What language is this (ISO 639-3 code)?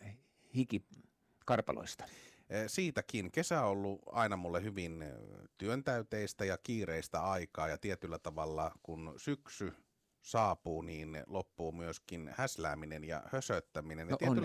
fin